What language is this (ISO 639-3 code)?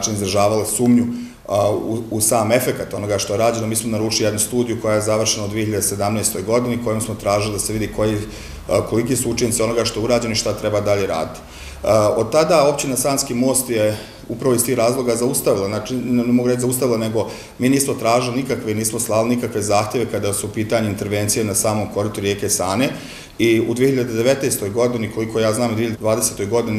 bos